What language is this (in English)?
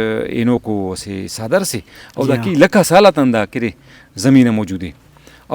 Brahui